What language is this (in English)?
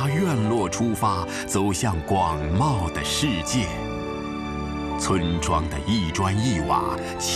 Chinese